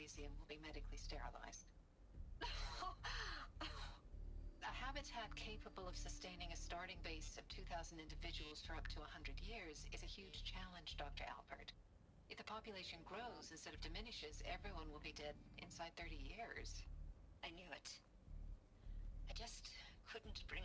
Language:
English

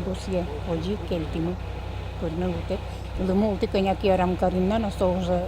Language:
Udmurt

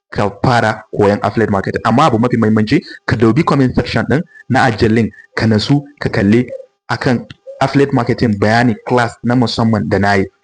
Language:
Hausa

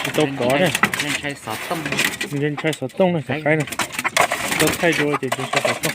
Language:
Hmong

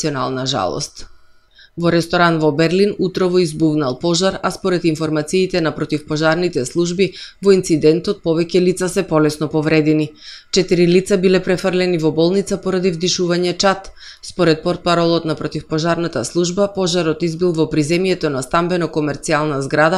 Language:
Macedonian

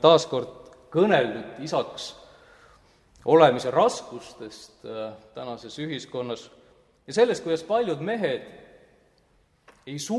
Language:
Estonian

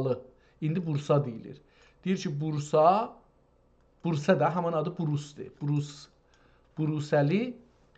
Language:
South Azerbaijani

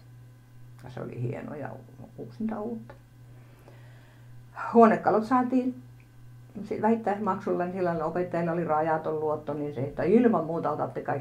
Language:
Finnish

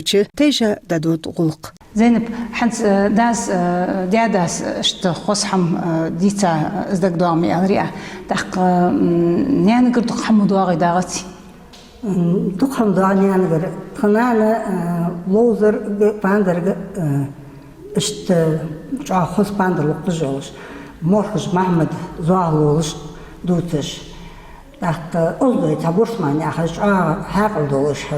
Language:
Ingush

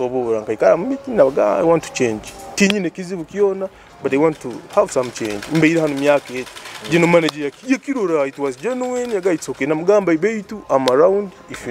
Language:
Nyoro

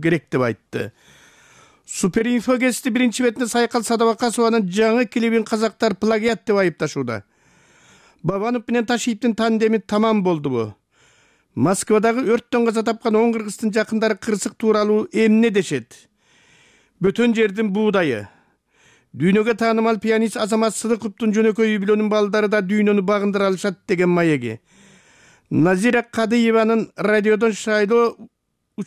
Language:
Kyrgyz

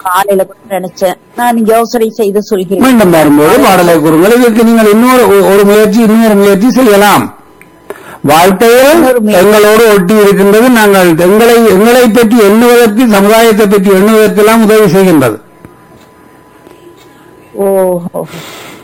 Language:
Tamil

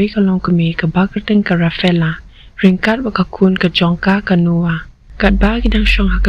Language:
Khasi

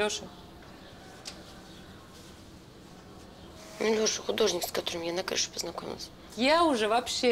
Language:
Russian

